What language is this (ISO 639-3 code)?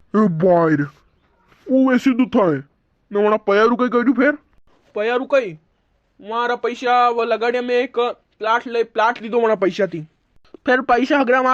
raj